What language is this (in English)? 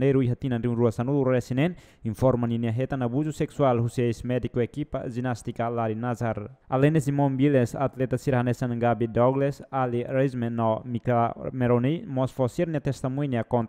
Tetum